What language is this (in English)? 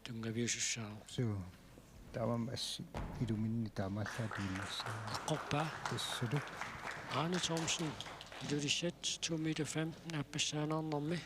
Kalaallisut